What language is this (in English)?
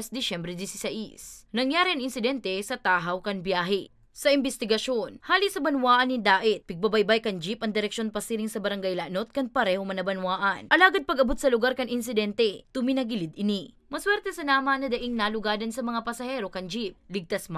Bikol